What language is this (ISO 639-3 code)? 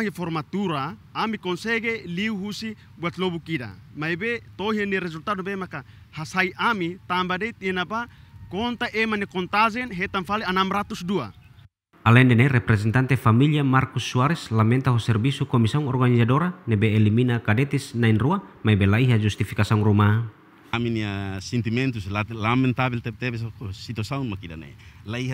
tet